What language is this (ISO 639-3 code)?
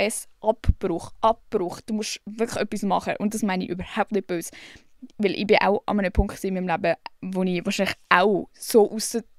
gsw